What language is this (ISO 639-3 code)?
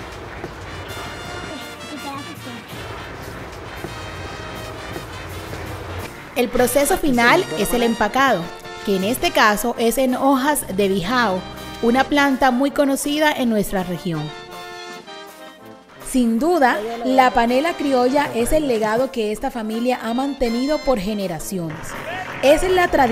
spa